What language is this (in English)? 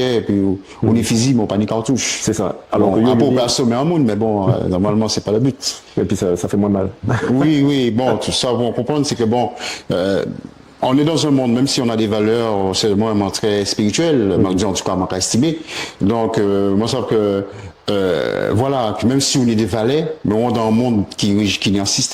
Guadeloupean Creole French